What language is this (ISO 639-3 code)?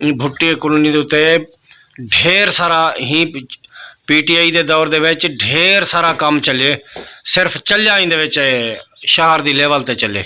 skr